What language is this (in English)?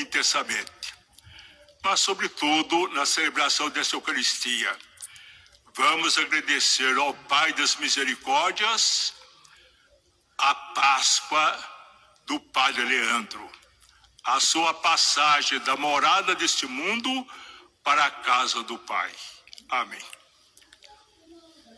Portuguese